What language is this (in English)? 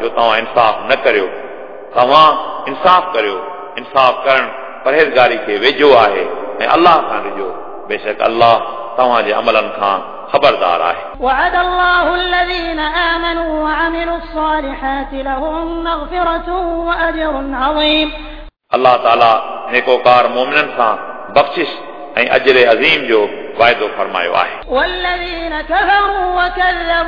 Sindhi